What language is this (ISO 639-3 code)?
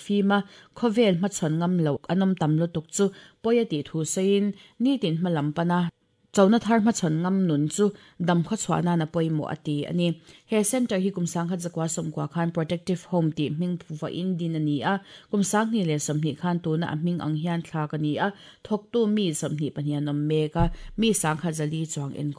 lus